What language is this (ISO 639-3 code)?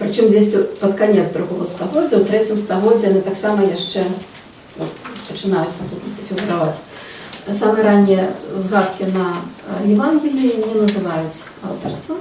bel